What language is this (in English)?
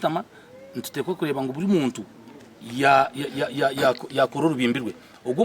Nyankole